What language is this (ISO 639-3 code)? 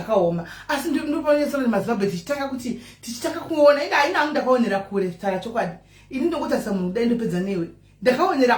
sna